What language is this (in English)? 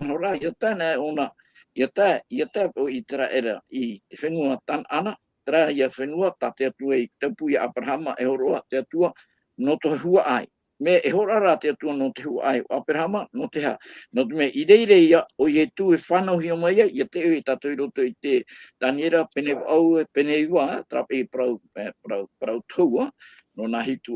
Tahitian